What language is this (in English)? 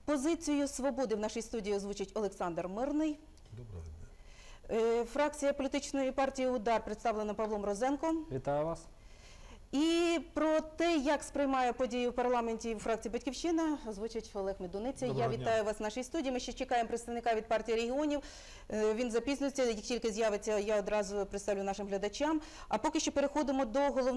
Ukrainian